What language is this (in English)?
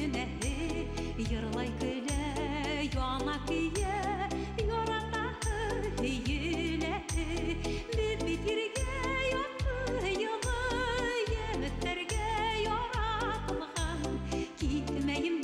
Bashkir